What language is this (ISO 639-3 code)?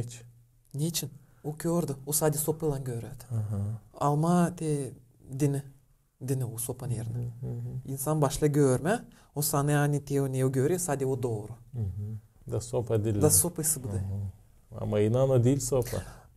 gag